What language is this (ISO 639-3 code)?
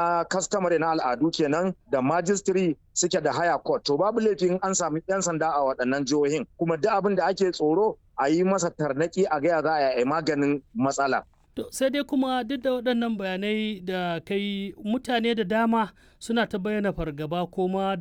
hau